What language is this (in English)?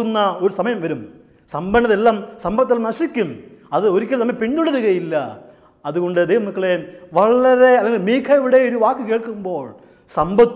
Malayalam